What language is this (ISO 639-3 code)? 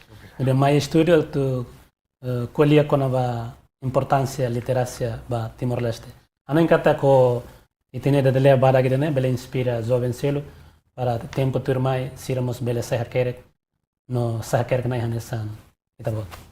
tet